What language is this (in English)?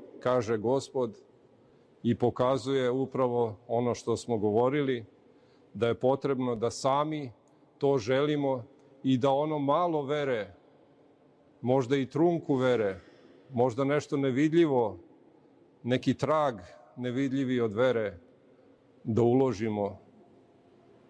Serbian